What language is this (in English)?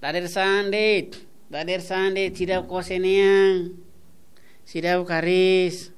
Tetum